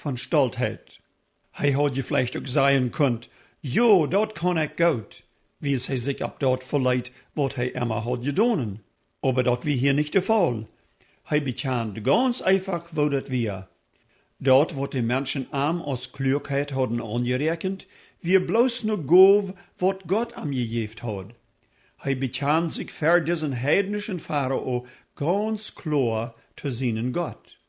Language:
Plautdietsch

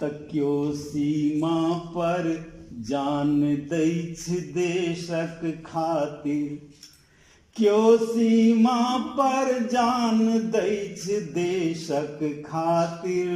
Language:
Maithili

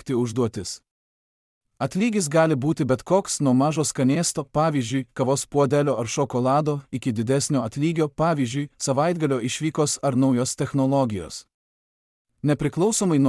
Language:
Lithuanian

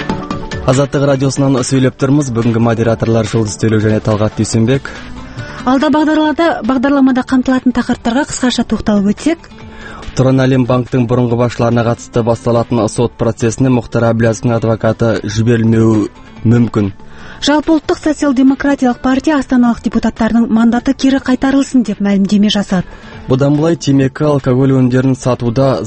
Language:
Kazakh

